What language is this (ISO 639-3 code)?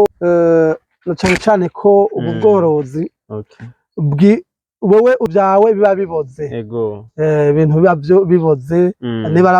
run